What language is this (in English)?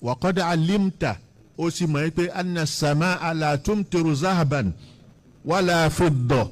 Yoruba